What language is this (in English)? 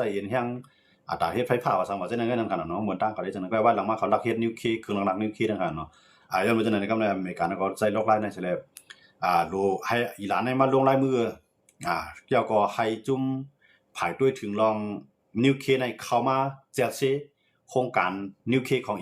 Shan